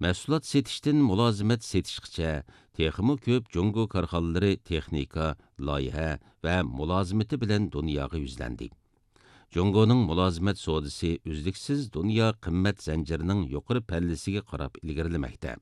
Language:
Uyghur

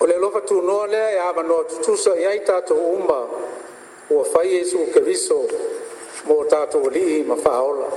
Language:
Samoan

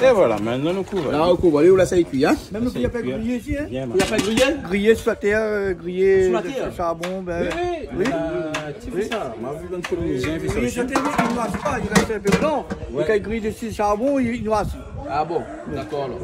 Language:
Réunion Creole French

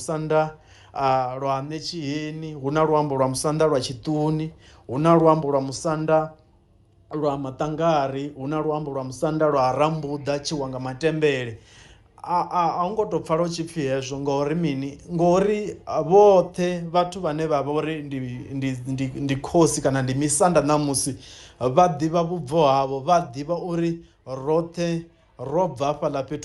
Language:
Venda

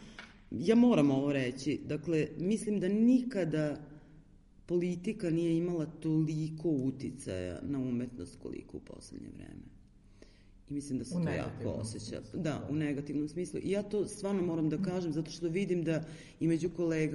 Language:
Serbian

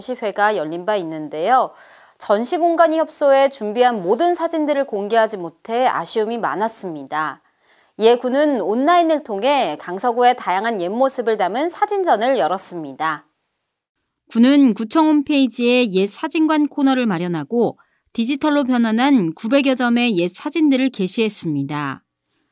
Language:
Korean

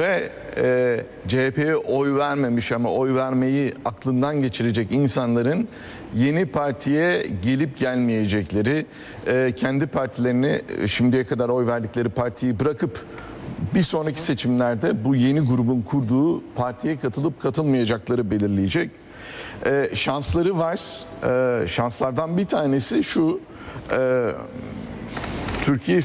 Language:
Turkish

